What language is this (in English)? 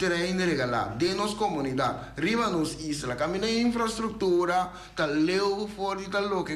Papiamento